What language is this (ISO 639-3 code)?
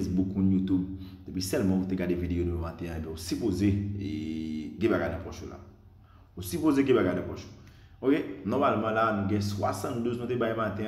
hat